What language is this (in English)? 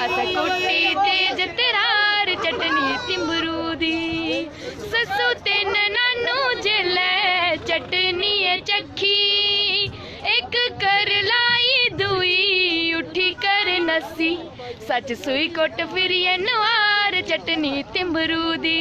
Dogri